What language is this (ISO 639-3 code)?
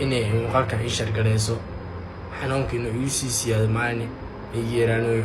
som